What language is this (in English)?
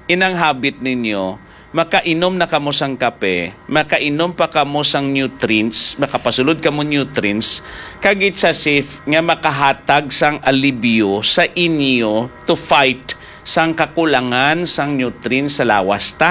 Hiligaynon